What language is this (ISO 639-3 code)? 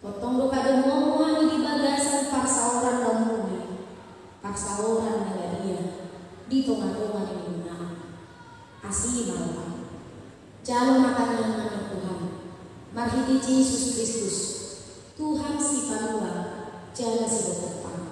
bbc